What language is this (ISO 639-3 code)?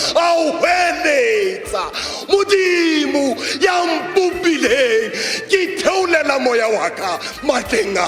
sot